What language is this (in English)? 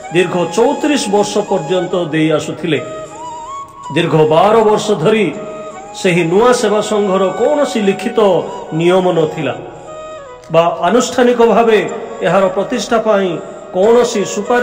Odia